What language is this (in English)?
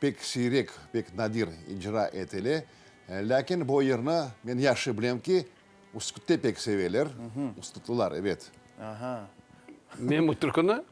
Crimean Tatar